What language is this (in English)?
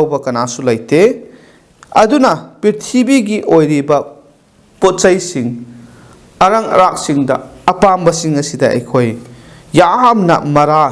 Manipuri